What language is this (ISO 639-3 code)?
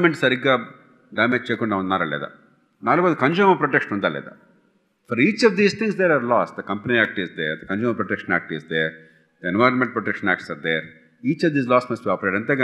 tel